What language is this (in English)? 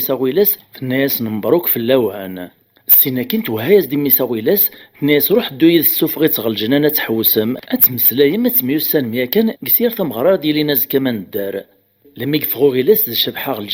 Kabyle